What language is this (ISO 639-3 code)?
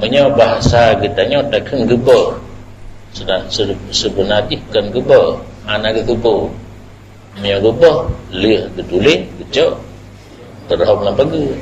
ace